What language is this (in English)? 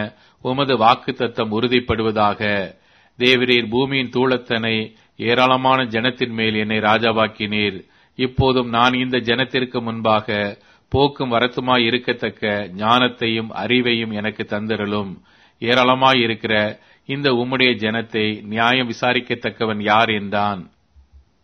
Tamil